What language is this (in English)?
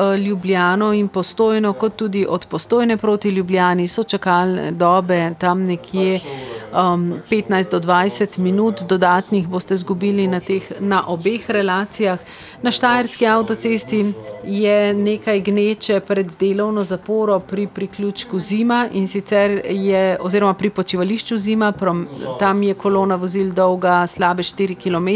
Slovenian